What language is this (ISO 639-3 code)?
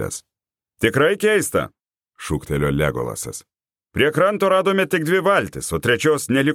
lit